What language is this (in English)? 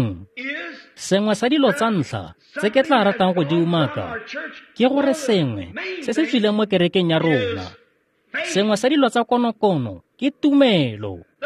Tswana